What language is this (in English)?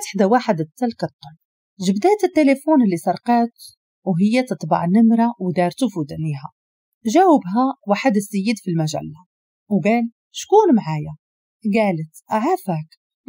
Moroccan Arabic